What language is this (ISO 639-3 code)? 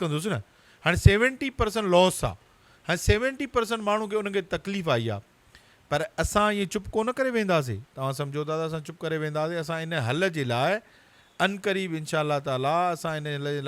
snd